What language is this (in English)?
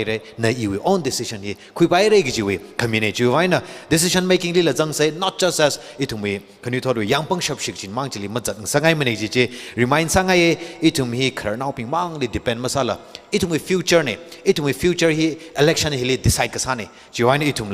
Tangkhul Naga (India)